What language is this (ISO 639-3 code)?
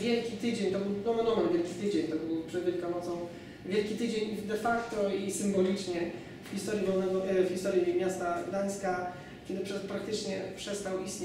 pol